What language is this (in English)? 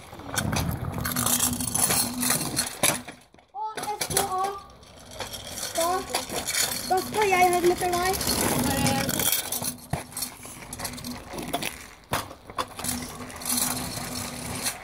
Norwegian